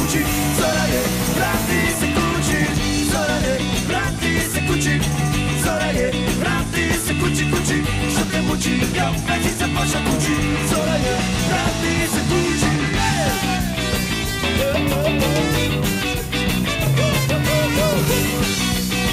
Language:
Croatian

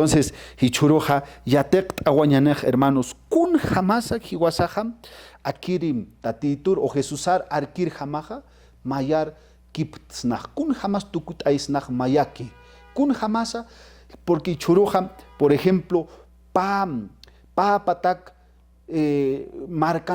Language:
Aymara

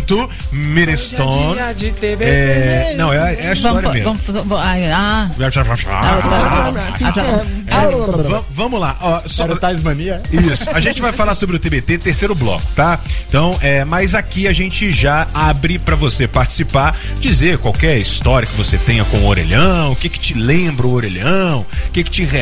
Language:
Portuguese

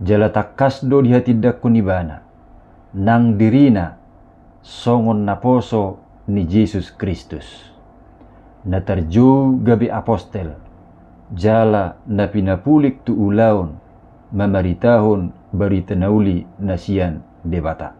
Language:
Batak Toba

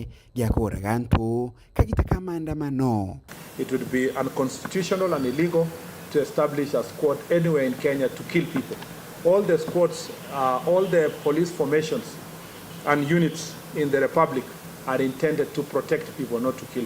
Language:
Meru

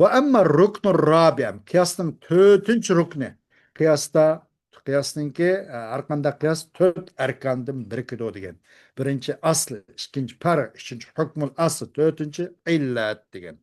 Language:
Uyghur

